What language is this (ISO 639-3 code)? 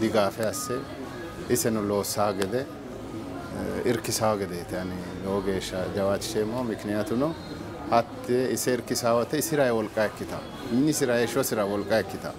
sid